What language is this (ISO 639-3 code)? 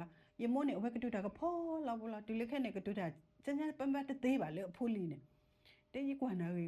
ksw